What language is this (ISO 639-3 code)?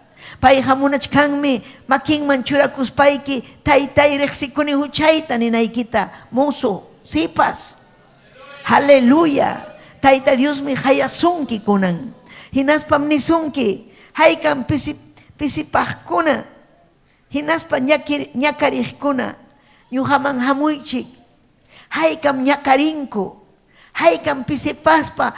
quy